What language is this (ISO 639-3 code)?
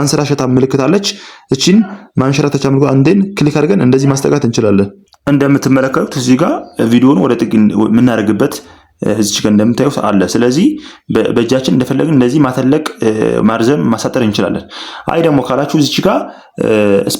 amh